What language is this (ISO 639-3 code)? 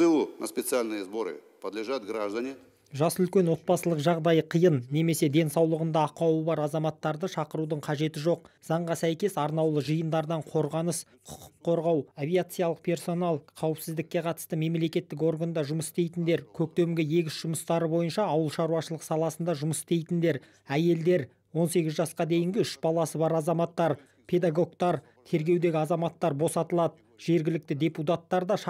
kaz